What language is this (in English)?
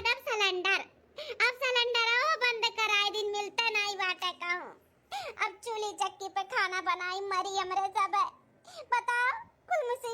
Awadhi